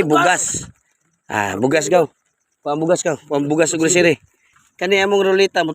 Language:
Cebuano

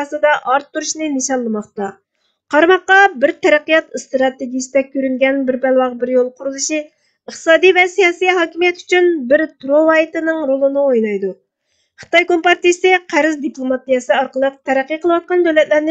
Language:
Uyghur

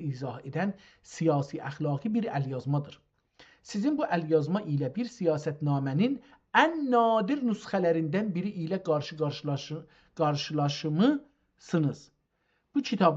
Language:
South Azerbaijani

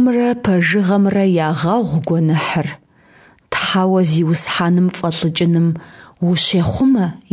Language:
Kabardian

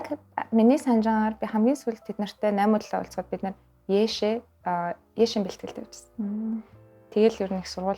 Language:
Mongolian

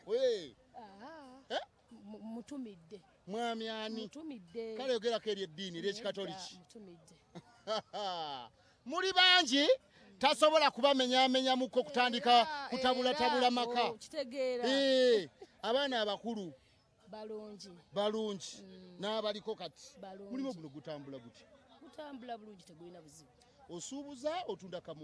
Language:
Ganda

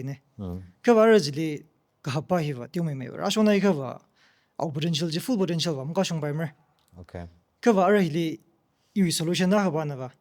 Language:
Tangkhul Naga (India)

